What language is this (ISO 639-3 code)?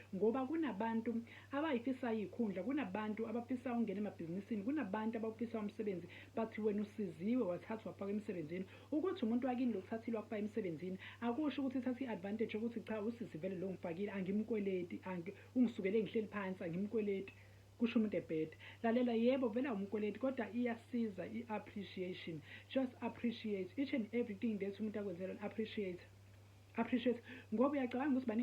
zul